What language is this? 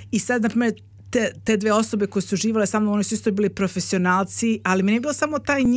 Serbian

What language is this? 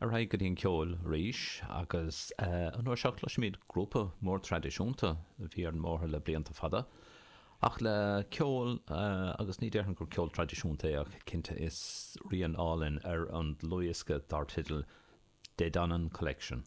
Irish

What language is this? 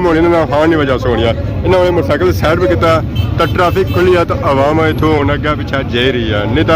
Pahari-Potwari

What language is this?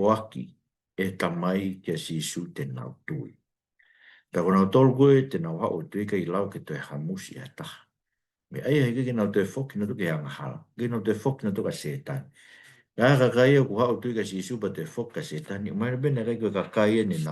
Tongan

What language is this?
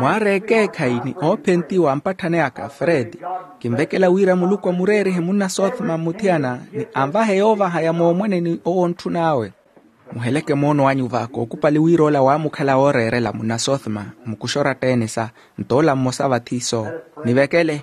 Makhuwa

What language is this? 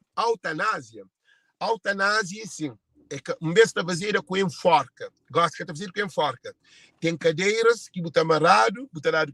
Kabuverdianu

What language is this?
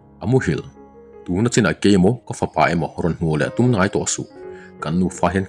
Mizo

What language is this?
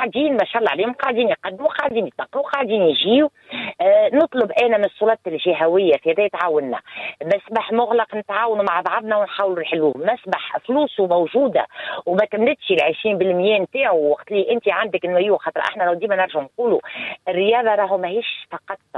Tunisian Arabic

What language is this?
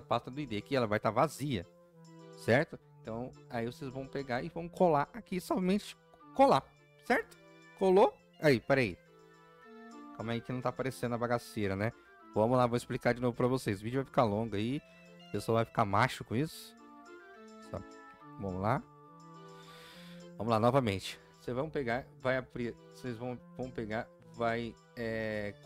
Portuguese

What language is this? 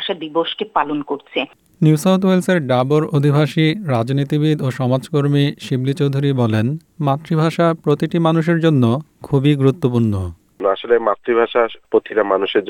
Bangla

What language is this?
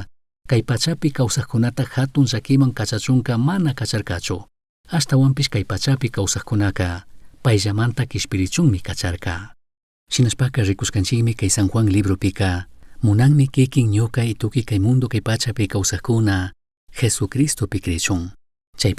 Chimborazo Highland Quichua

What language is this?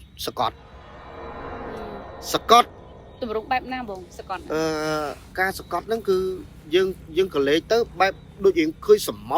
Khmer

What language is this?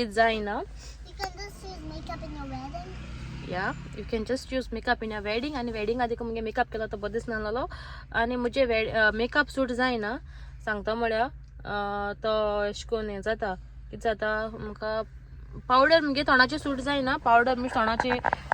Konkani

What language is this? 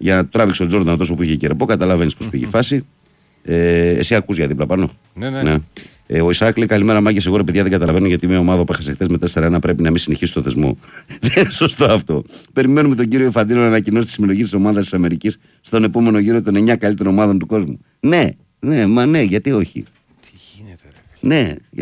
Greek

